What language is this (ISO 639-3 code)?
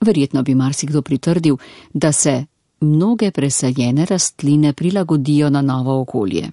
slv